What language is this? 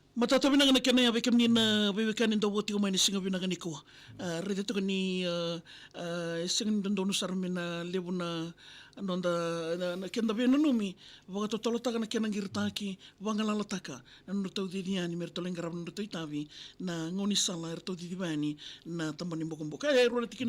Fijian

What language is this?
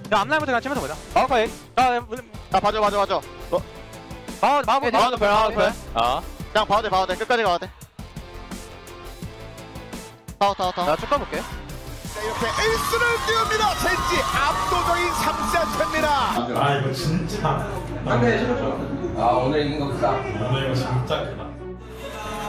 Korean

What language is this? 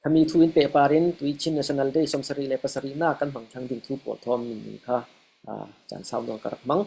Falam Chin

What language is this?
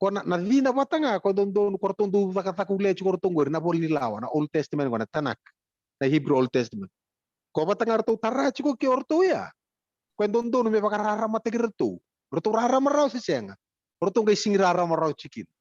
Fijian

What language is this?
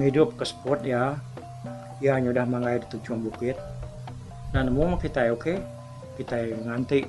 Iban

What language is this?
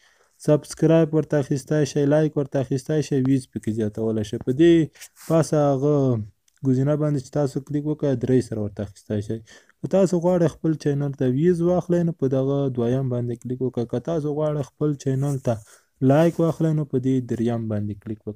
Pashto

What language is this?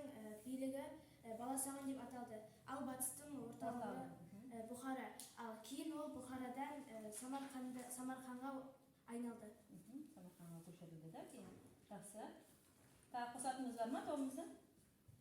Kazakh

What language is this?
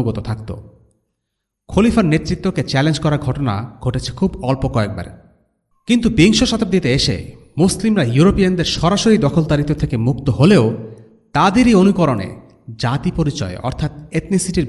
Bangla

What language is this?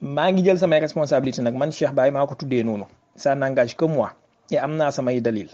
Wolof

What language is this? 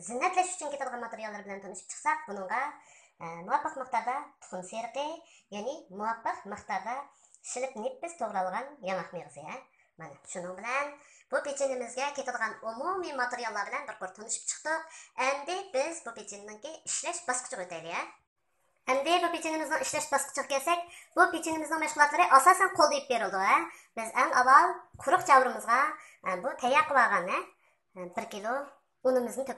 Uyghur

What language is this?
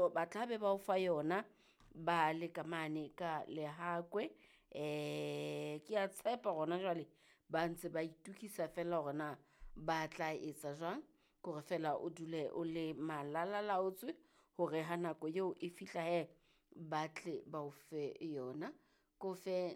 Southern Sotho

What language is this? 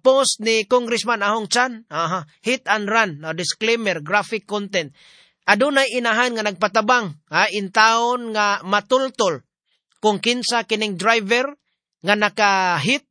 Cebuano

